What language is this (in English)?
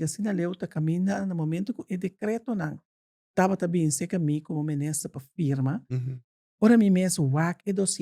Papiamento